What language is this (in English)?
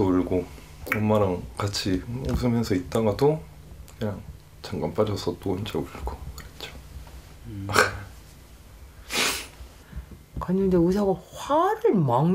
Korean